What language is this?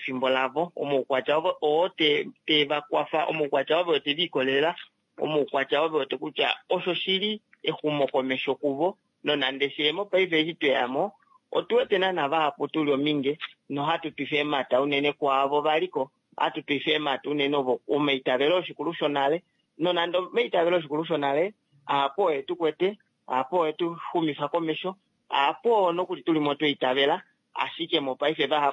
Kuanyama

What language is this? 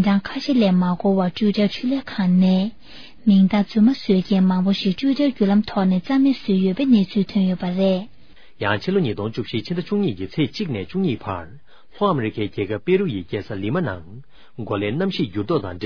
Tibetan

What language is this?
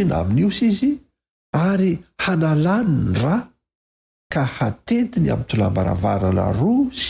Malagasy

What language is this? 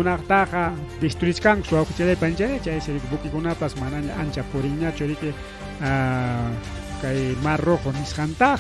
Ayacucho Quechua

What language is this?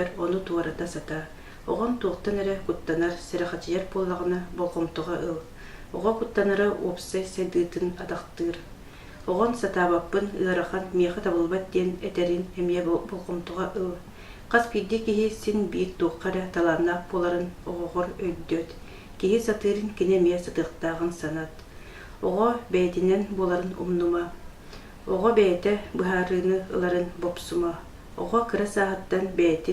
Yakut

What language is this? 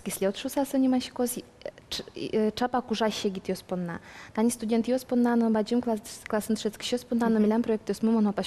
Udmurt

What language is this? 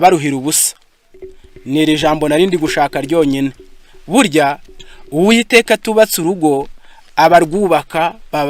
Kinyarwanda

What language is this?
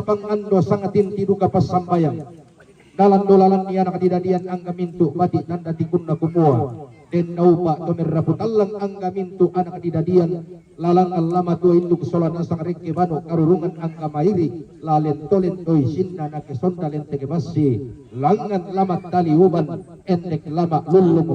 Toraja-Sa'dan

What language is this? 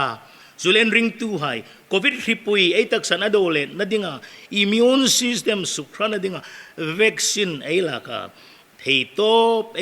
Hmar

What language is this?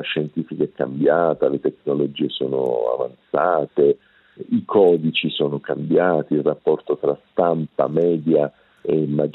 Italian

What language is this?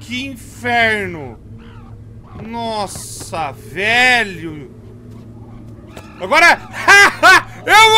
Portuguese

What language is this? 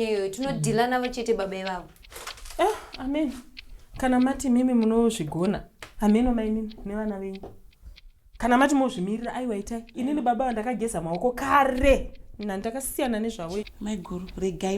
Shona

